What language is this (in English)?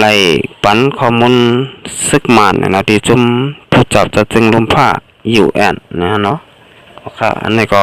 Shan